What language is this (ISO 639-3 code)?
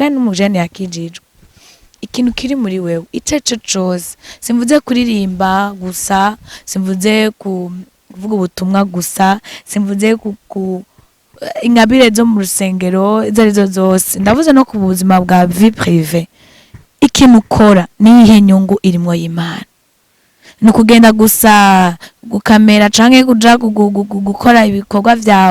run